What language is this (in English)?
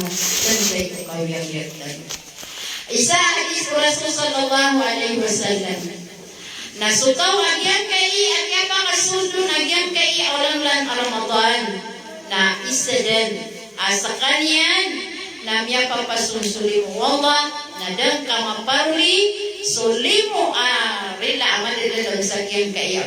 Maranao